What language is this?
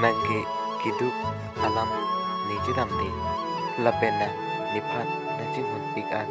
Karbi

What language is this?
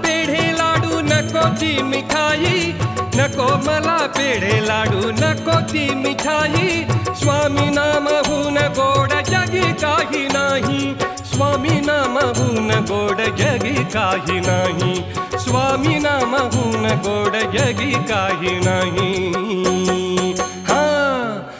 Marathi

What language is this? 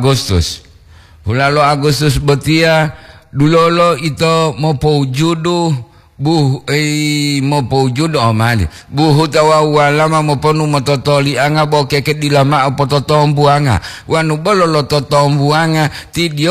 Gorontalo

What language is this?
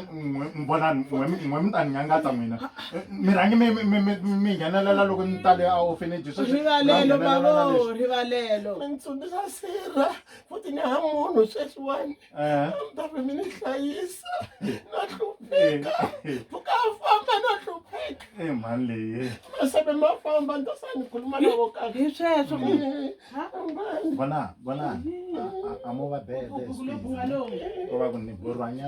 Tsonga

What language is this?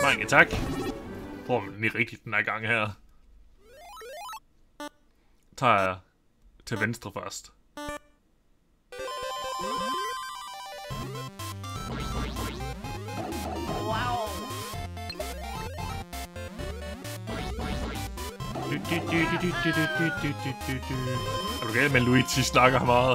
Danish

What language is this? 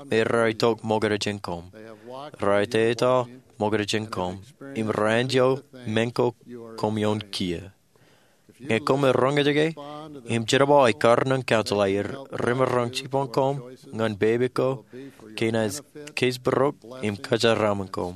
Marshallese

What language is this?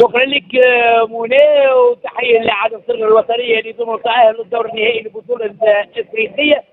Tunisian Arabic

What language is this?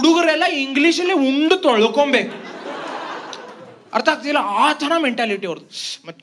Kannada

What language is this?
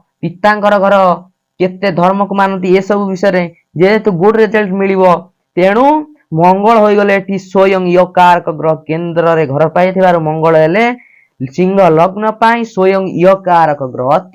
Odia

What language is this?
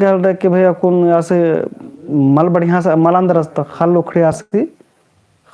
Kurukh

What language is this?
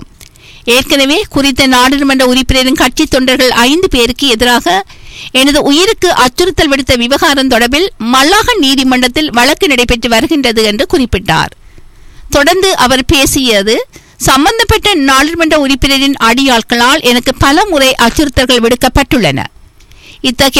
Tamil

